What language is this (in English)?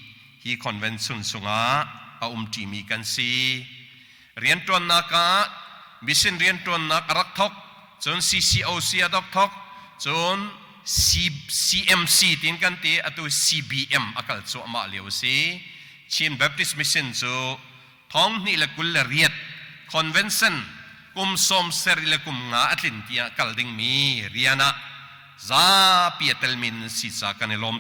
Hakha Chin